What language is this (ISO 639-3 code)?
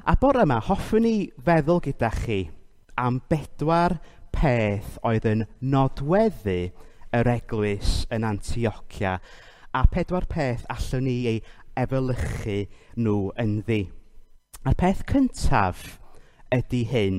cym